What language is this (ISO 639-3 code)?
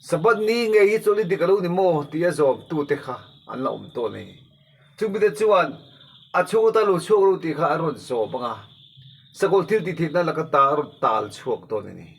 lus